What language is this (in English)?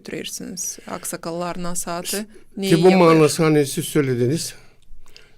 Gagauz